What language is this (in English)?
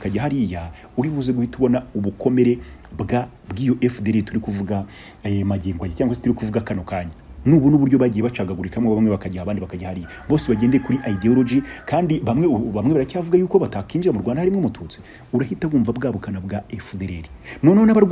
Kinyarwanda